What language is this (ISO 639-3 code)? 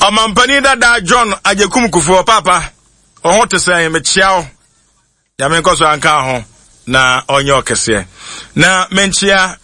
aka